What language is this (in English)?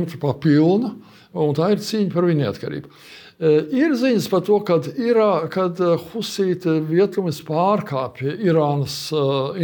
Latvian